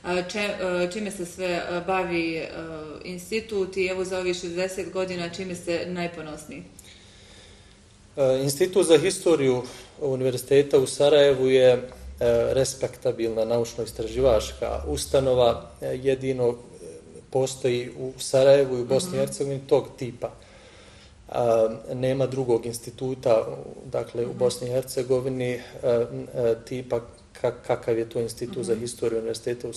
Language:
Bosnian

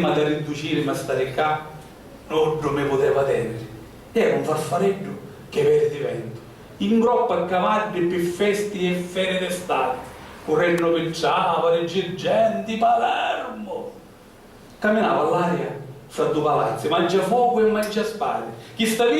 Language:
Sicilian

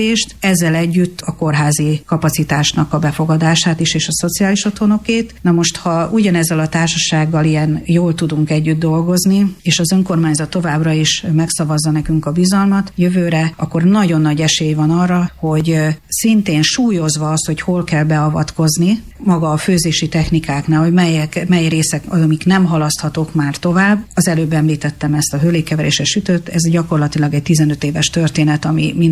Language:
Hungarian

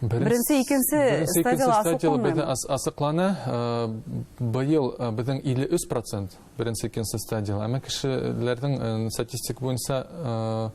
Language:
Bashkir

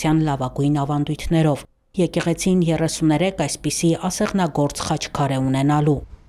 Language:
Armenian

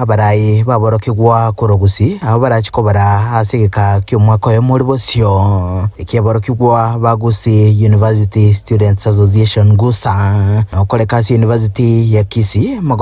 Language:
Gusii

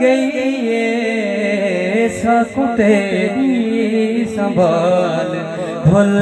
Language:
Saraiki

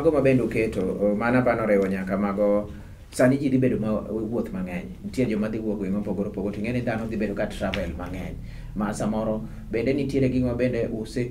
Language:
Luo (Kenya and Tanzania)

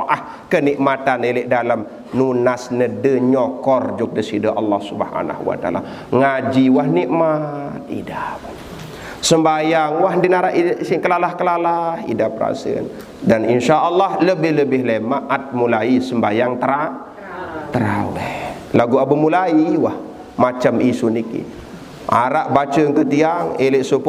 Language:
Sasak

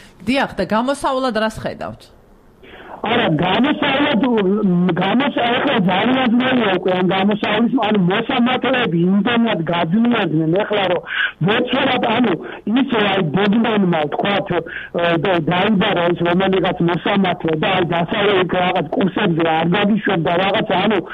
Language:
Georgian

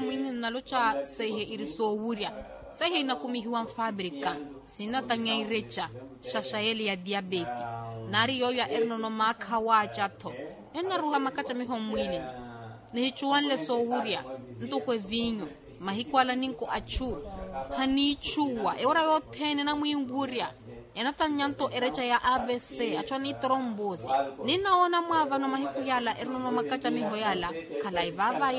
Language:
Makhuwa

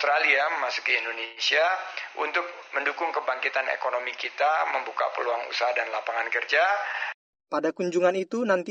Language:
Indonesian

